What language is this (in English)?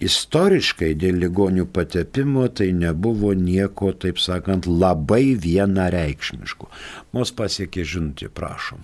Lithuanian